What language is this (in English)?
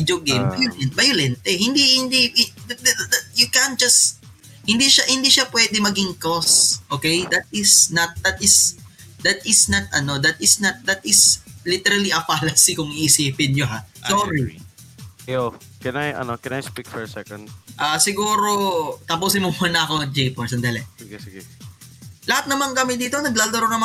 Filipino